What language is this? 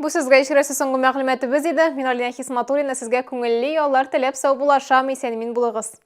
Tatar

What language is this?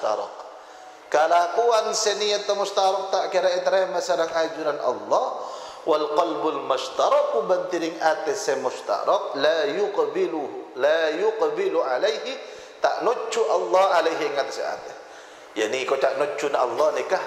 Madurese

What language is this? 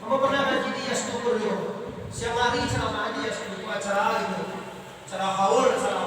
Minangkabau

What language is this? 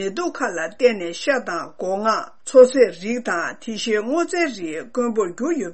Tibetan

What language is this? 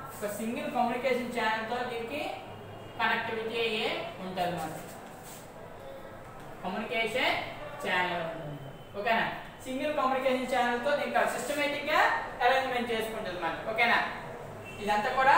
Telugu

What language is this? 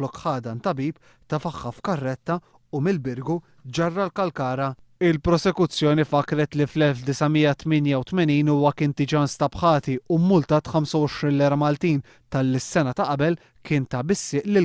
Maltese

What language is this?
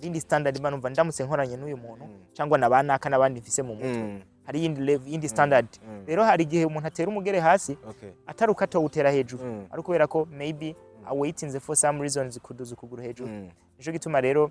Rundi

